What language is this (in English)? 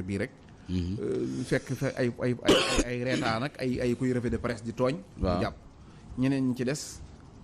Wolof